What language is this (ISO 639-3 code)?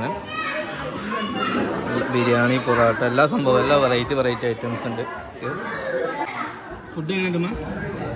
mal